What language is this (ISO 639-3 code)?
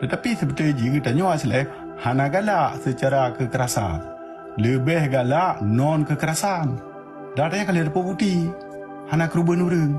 ace